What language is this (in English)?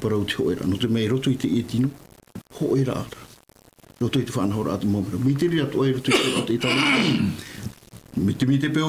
Tahitian